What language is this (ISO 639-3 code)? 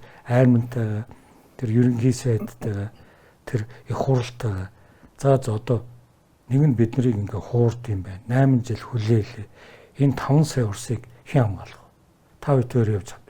mon